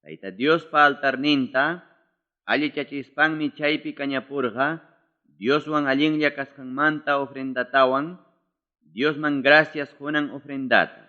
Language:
Ayacucho Quechua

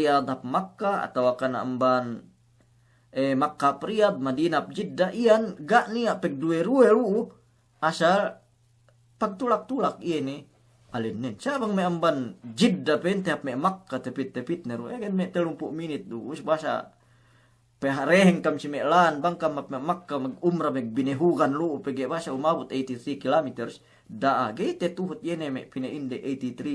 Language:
Yakan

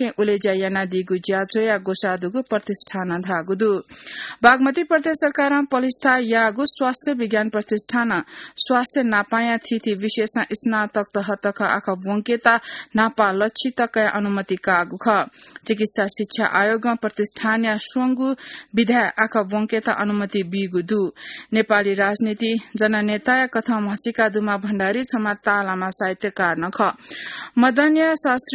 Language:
Newari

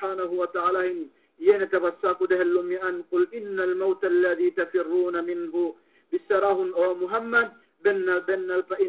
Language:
Yakan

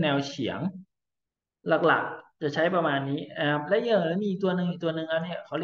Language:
Thai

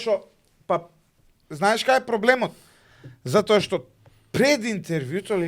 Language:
Macedonian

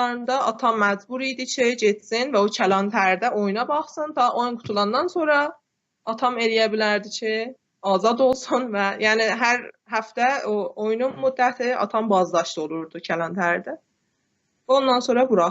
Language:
South Azerbaijani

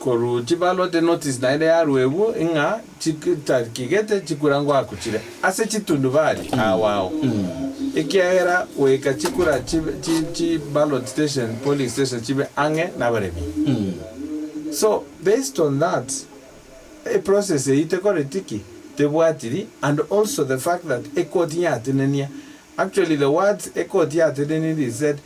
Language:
Gusii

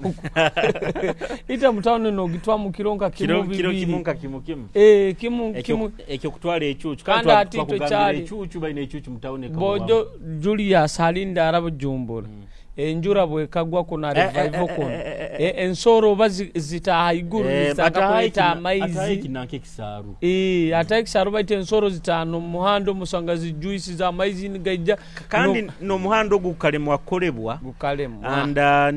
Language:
Nyoro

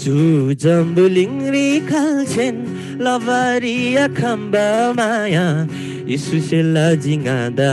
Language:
Eastern Tamang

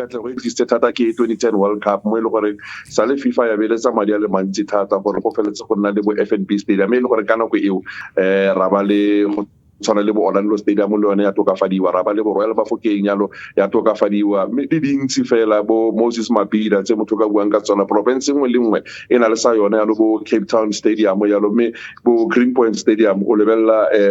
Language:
Tswana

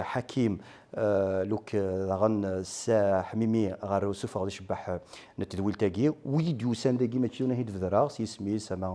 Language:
Kabyle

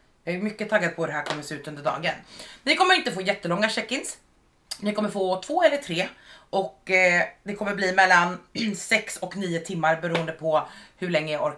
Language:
Swedish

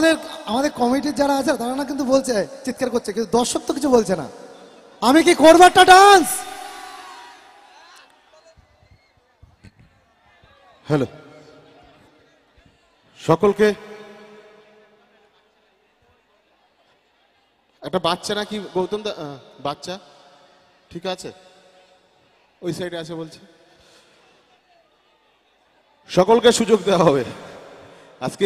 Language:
Bangla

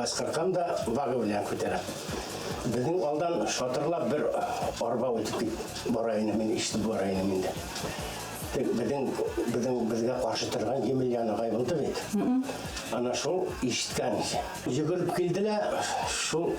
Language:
Bashkir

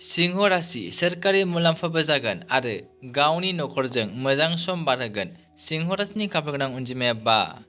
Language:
Bodo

